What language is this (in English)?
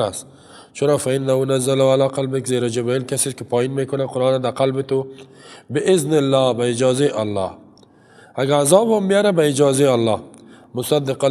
Persian